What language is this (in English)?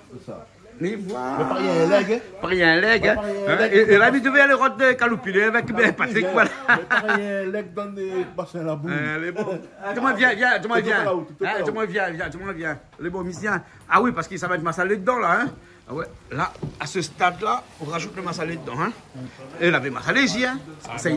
Réunion Creole French